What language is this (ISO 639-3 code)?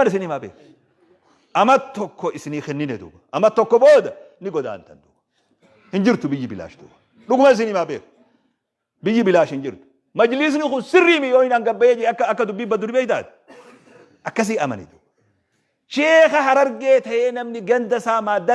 orm